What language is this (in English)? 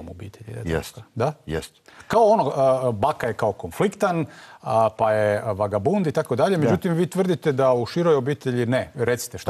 Bosnian